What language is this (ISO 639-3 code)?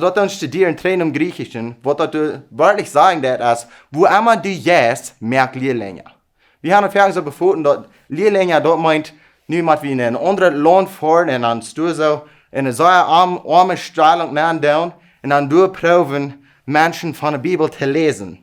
pdt